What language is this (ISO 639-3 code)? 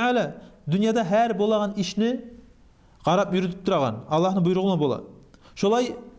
kum